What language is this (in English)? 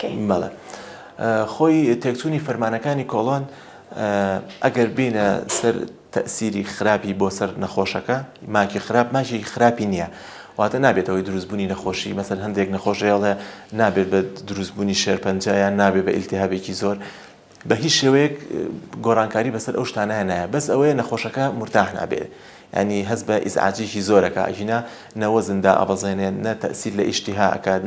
Central Kurdish